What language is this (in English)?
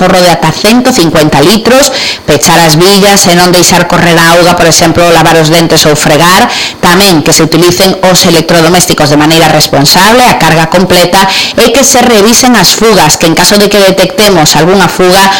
Galician